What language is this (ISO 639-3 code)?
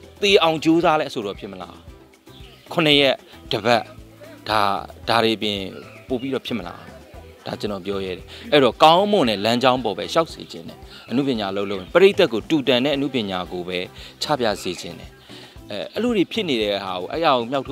mya